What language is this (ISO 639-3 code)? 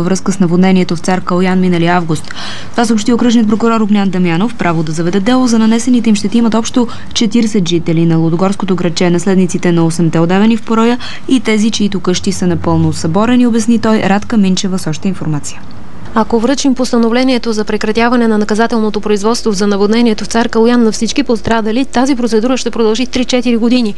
bul